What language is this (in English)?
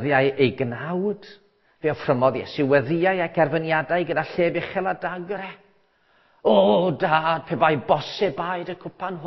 Welsh